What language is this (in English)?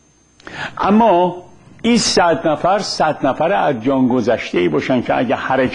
Persian